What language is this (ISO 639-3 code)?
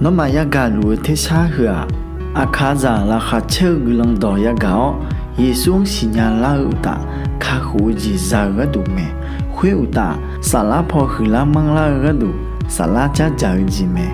ahk